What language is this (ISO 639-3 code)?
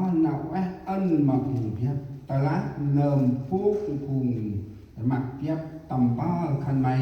cmo